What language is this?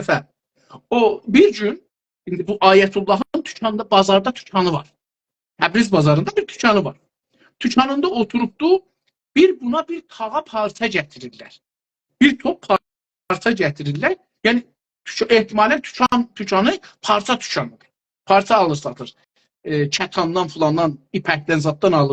South Azerbaijani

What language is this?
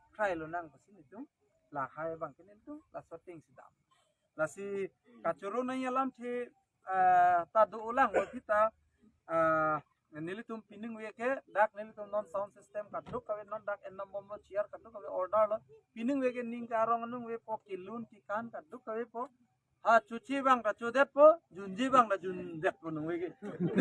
Karbi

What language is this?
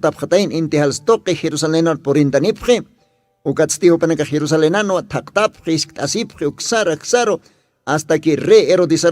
Aymara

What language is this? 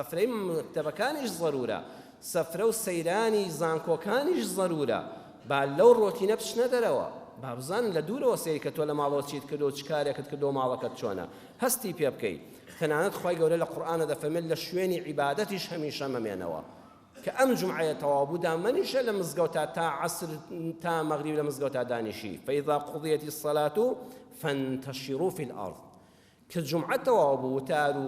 Central Kurdish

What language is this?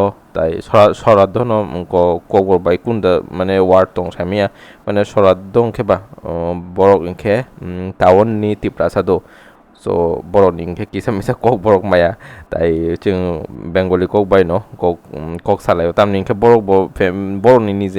Kok Borok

